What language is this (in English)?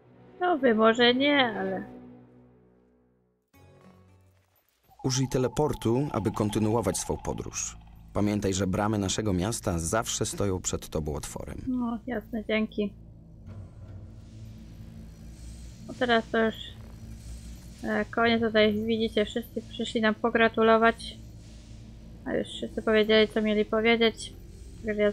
Polish